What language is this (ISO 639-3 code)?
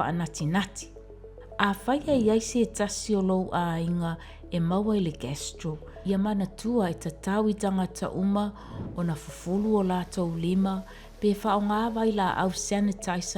smo